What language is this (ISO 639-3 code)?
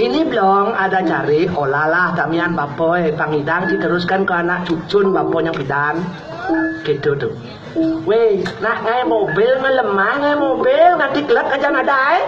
ban